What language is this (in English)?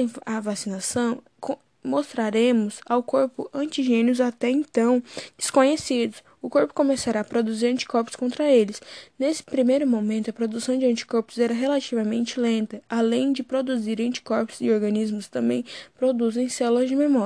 Portuguese